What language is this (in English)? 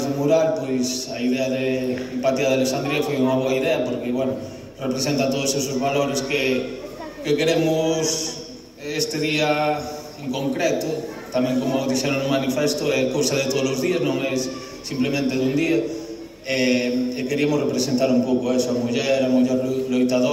Galician